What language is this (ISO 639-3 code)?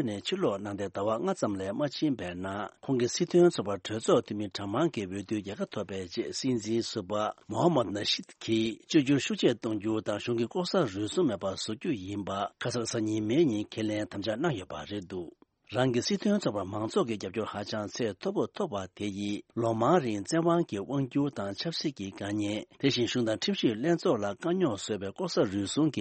bod